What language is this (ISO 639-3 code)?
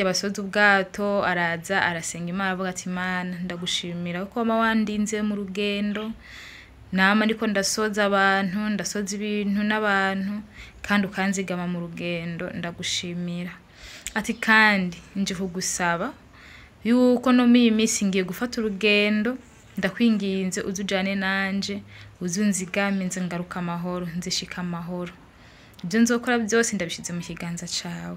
run